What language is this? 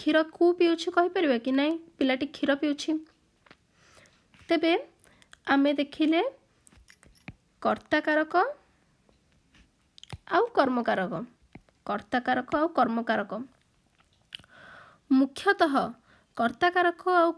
Odia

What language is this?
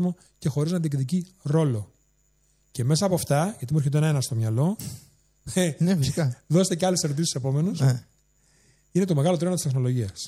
Greek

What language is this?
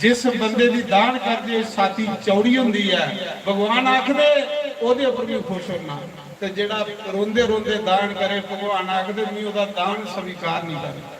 Dogri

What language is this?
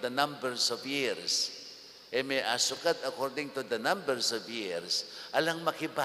Pampanga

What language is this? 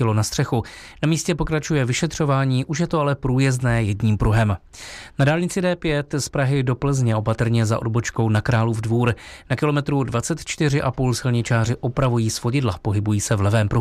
Czech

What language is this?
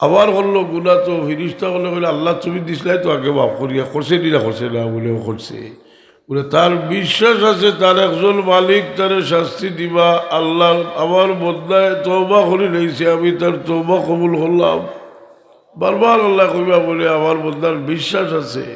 Sylheti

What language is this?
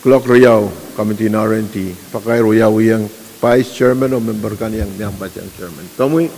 Pohnpeian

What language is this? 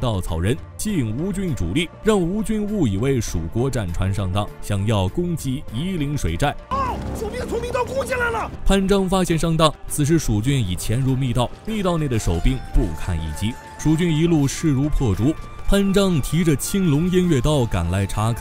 Chinese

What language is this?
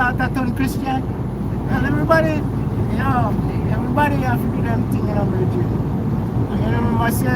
Jamaican Creole English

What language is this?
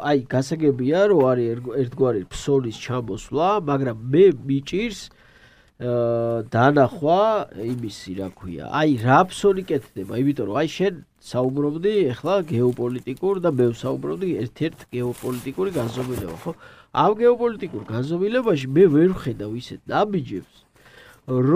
Georgian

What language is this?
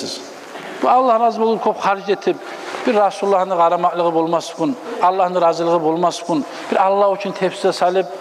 Kumyk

